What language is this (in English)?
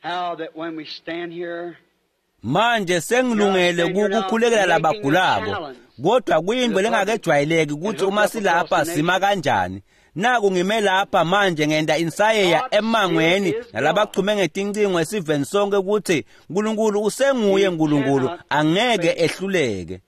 Swati